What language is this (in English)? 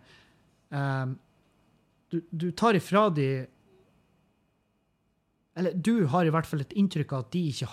Norwegian